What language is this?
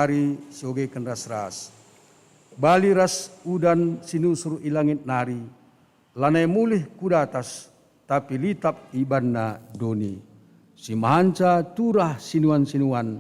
Batak Karo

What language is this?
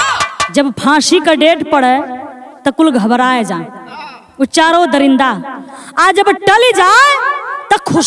Bhojpuri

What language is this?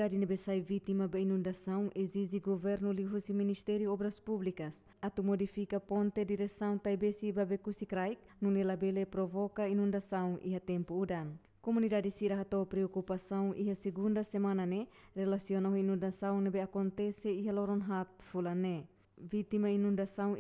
Tetum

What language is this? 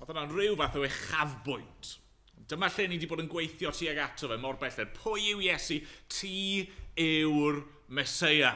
Welsh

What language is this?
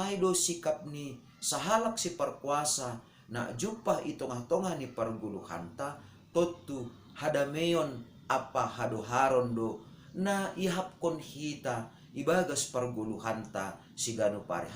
Batak Simalungun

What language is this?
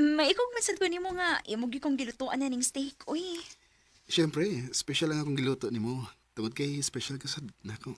Cebuano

